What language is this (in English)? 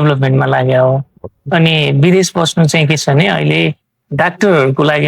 Nepali